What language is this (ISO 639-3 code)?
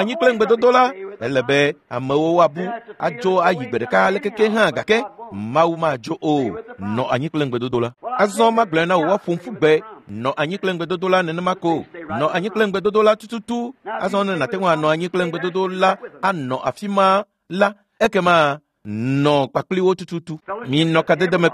ewe